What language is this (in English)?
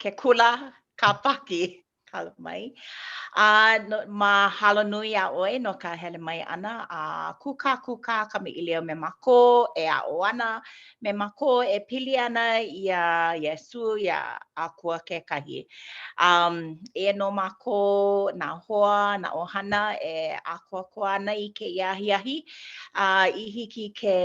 Hawaiian